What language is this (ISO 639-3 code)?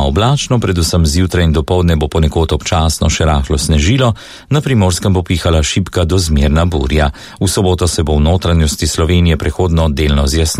slv